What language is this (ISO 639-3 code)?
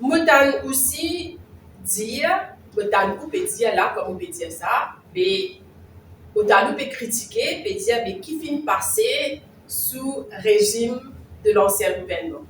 mfe